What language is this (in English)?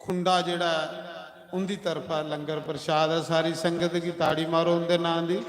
Dogri